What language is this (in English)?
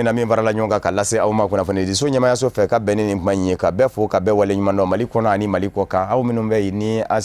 Bambara